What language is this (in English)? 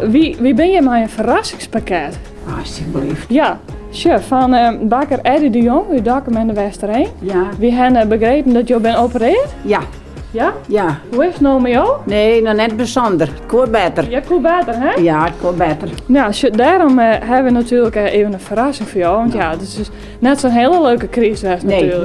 Western Frisian